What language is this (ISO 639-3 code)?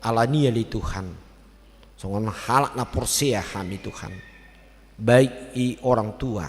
bbc